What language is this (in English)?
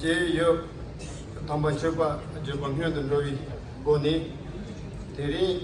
Tibetan